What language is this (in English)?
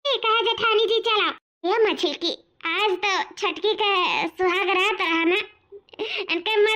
Awadhi